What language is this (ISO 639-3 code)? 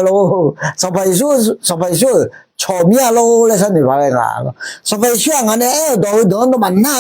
ahk